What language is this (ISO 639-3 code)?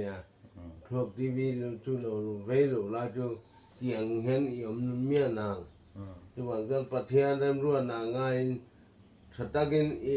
lus